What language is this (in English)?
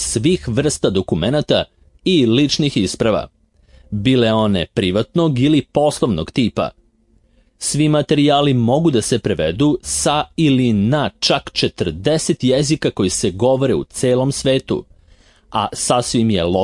Serbian